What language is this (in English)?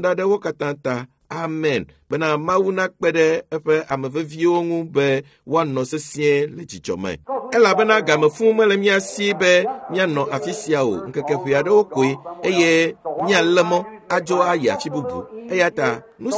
Ewe